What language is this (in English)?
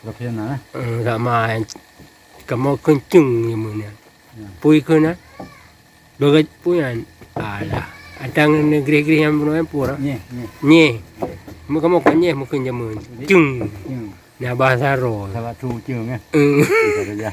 Achinese